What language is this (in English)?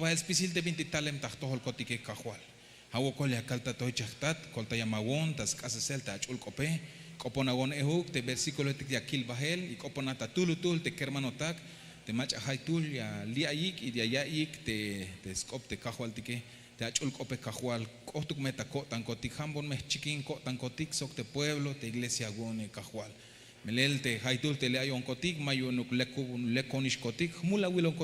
Tzeltal